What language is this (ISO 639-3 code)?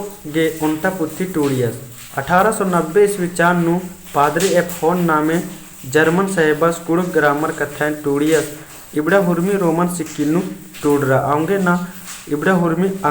kru